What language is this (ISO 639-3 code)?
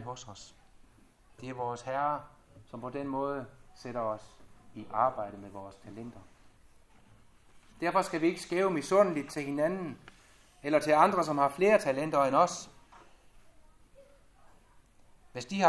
dan